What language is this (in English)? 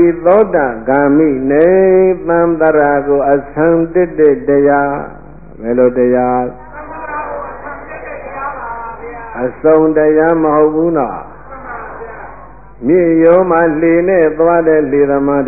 Burmese